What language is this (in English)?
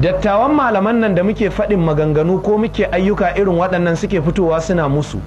Hausa